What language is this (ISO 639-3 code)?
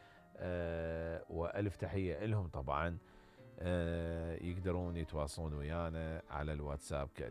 acm